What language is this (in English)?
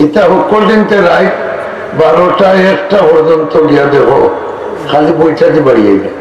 Sylheti